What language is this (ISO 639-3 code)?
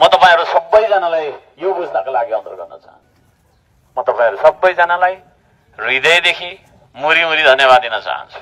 nep